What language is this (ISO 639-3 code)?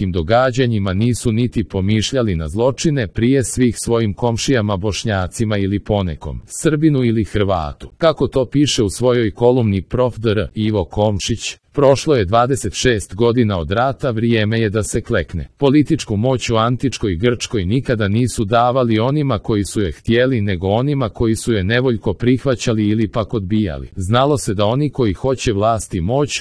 hrv